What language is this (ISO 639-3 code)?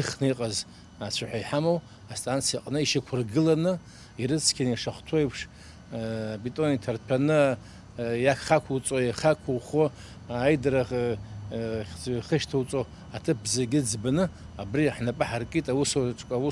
abk